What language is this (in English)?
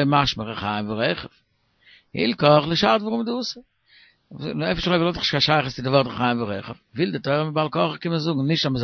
Yiddish